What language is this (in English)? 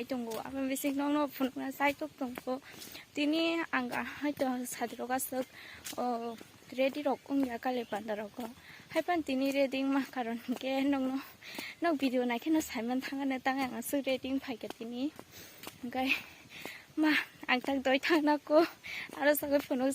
Kok Borok